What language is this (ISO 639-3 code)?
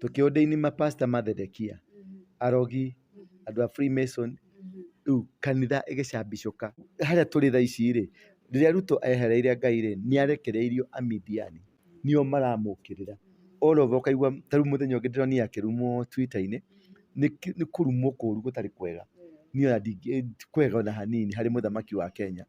kik